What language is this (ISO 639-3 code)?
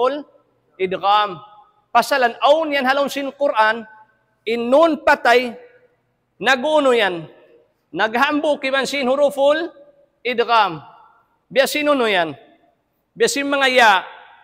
tsg